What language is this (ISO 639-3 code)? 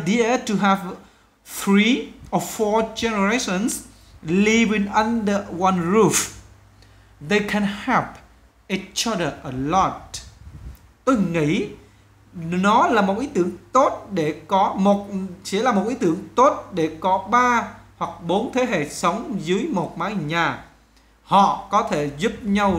vie